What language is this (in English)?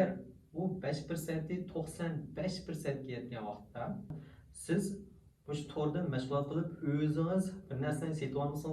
Uyghur